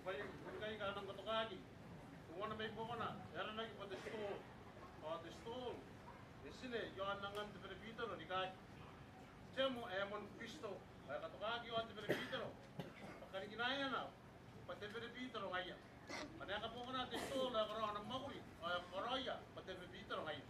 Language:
Gilbertese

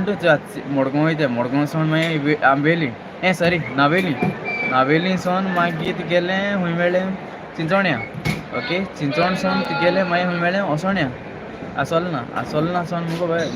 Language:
Konkani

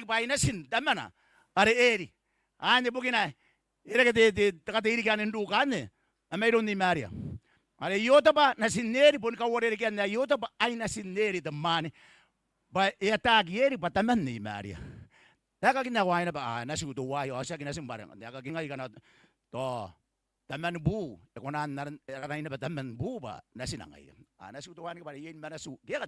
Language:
Gilbertese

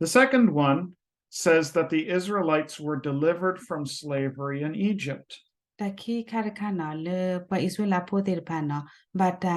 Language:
S'gaw Karen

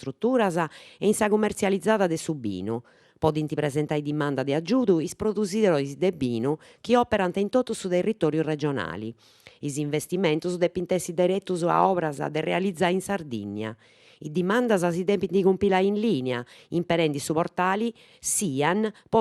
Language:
Sardinian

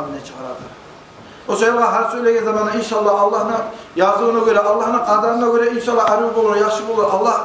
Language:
Kumyk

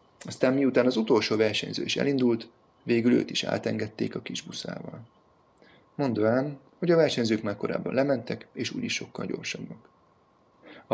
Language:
Hungarian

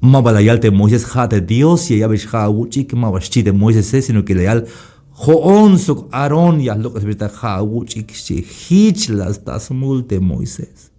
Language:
Tzeltal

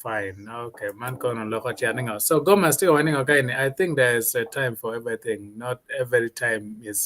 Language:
Acoli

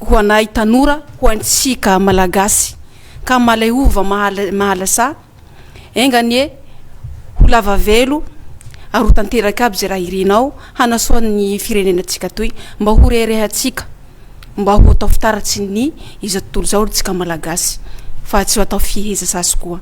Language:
Malagasy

